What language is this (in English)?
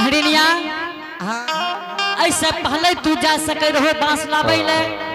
Angika